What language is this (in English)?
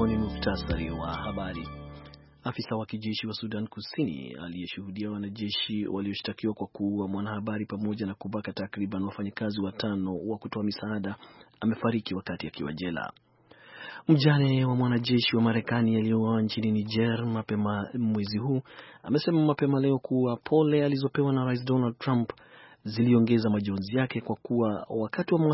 Swahili